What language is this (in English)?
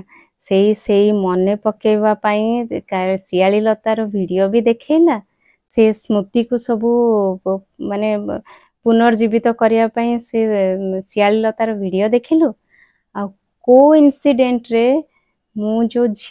Odia